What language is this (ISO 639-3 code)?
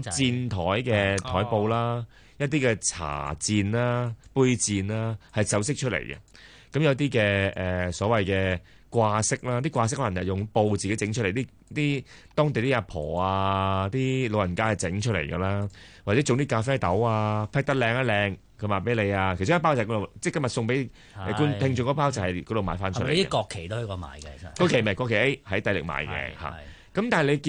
yue